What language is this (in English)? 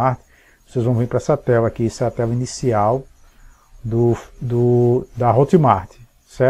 Portuguese